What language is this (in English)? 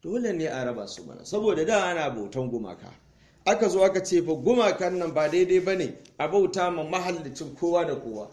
Hausa